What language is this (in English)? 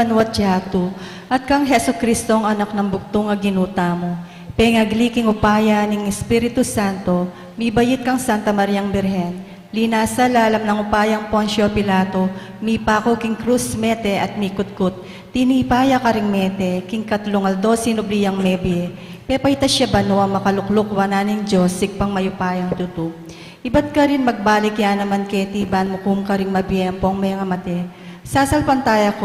Pampanga